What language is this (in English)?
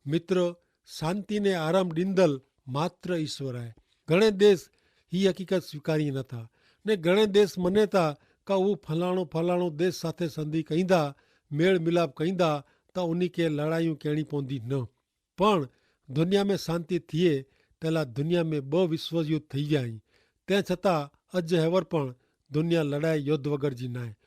Kachhi